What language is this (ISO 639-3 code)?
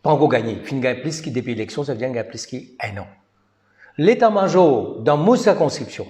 mfe